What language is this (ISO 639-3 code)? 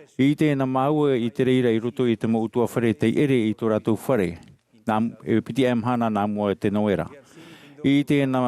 tah